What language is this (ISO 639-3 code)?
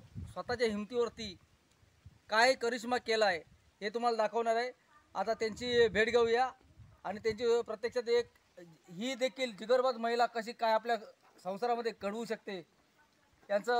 mar